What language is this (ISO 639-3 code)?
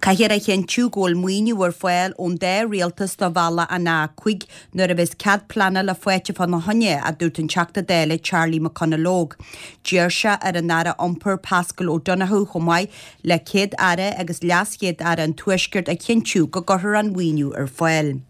gle